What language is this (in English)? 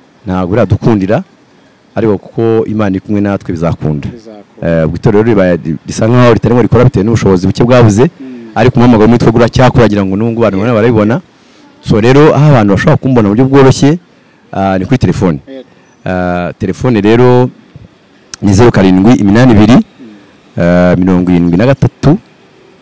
Kinyarwanda